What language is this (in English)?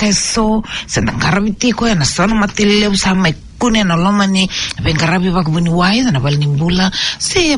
Fijian